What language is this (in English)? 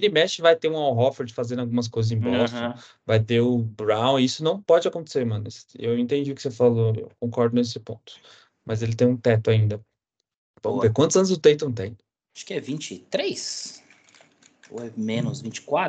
Portuguese